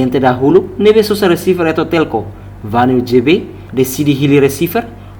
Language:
Tetum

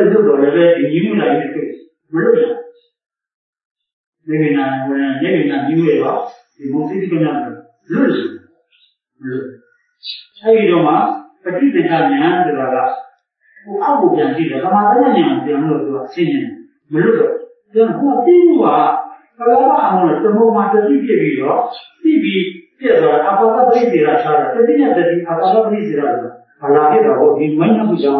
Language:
Burmese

